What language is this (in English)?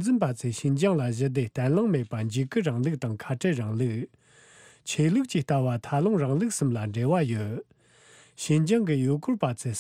Tibetan